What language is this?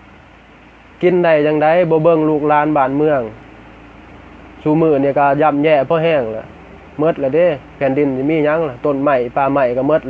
Lao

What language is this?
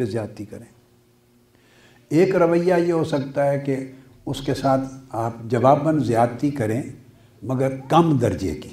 Urdu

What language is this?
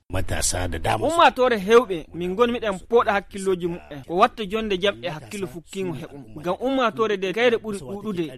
Nigerian Fulfulde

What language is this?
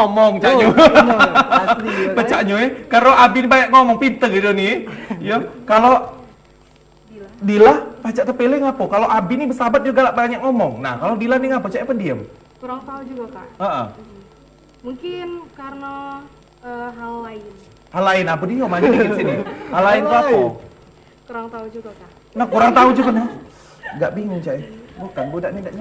Musi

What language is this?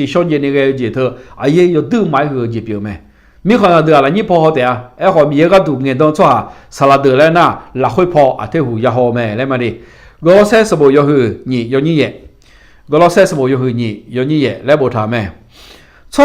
Akha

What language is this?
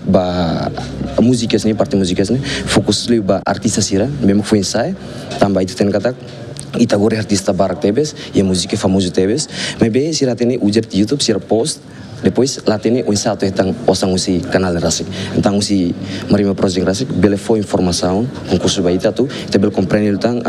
Tetum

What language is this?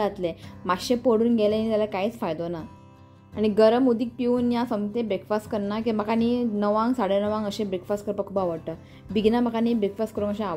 Konkani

